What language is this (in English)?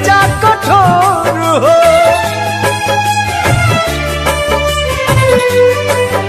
Bhojpuri